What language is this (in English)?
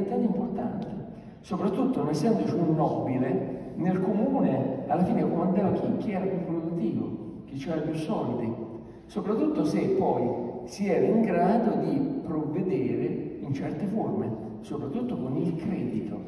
Italian